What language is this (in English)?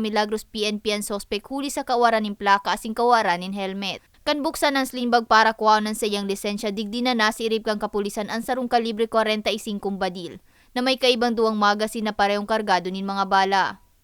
Bikol